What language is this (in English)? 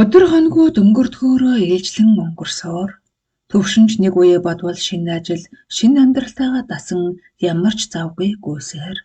Mongolian